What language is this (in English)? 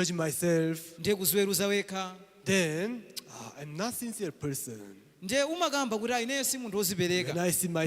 Nyanja